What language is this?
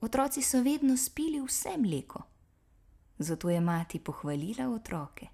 Slovenian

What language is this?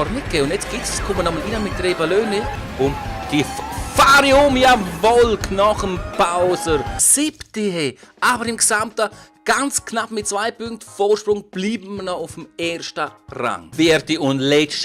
Swiss German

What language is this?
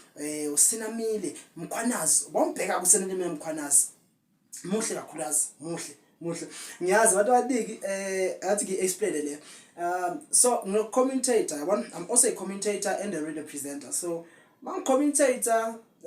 Zulu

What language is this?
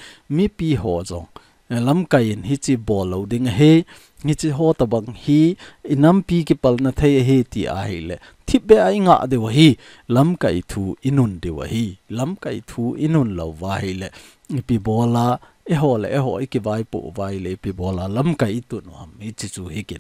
Thado Chin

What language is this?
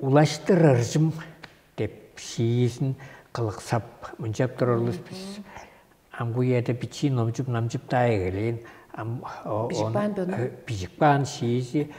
Tuvinian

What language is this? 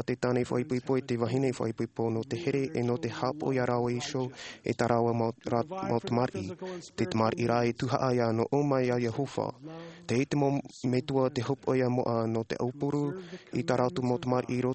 Tahitian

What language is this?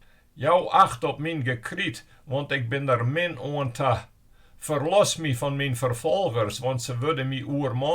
Western Frisian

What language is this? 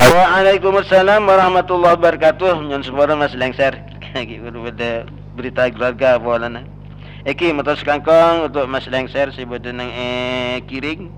Madurese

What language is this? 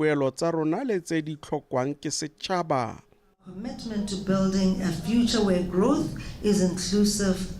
Tswana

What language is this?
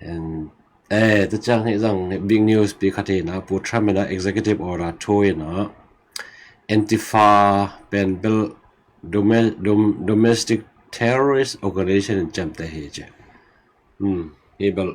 Tedim Chin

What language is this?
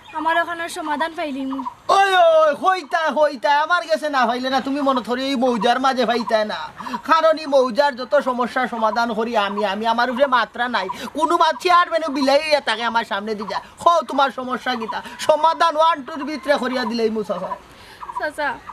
Sylheti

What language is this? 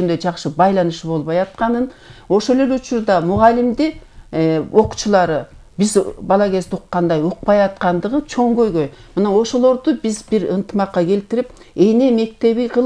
Kyrgyz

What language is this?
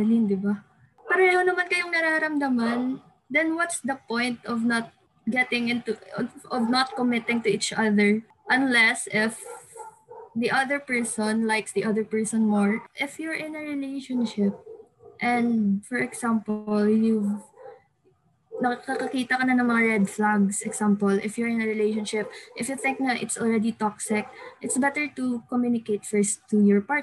Filipino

